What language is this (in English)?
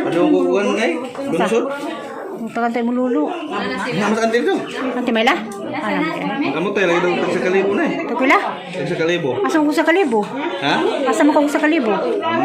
Cebuano